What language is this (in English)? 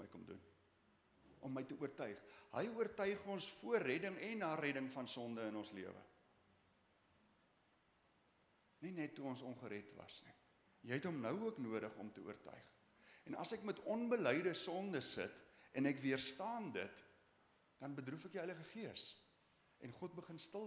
Afrikaans